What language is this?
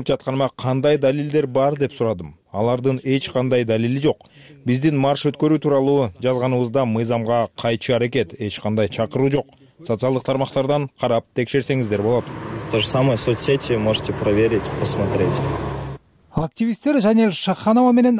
Kyrgyz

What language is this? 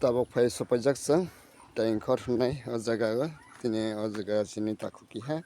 Kok Borok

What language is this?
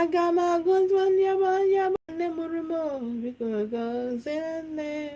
Igbo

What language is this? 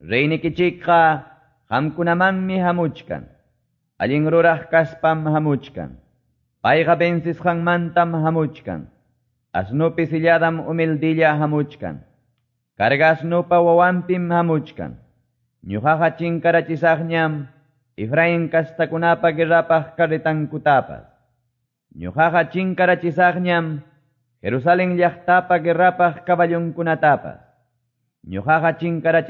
Quechua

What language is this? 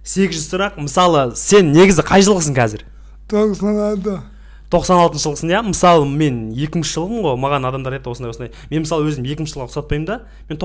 Kazakh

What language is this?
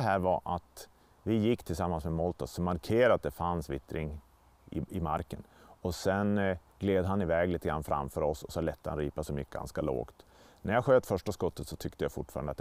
Swedish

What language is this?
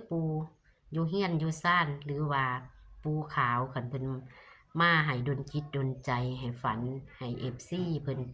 Northeastern Thai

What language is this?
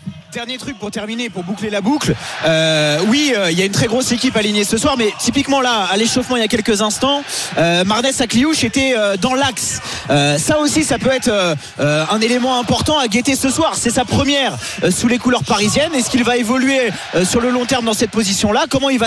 French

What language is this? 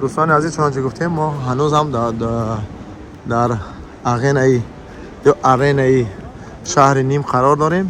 Tajik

